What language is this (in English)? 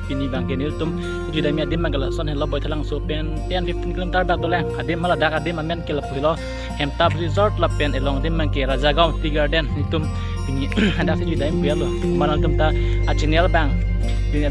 Karbi